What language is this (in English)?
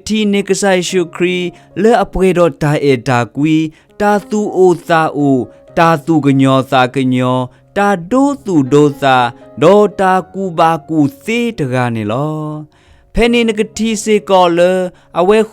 S'gaw Karen